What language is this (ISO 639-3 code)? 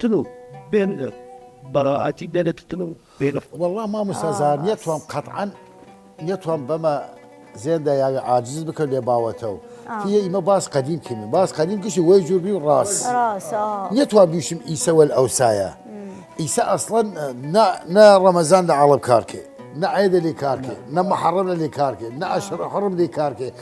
sdh